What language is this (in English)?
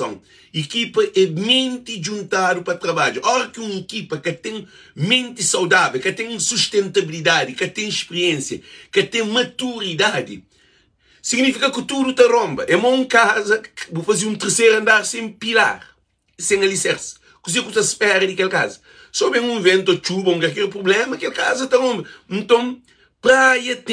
Kabuverdianu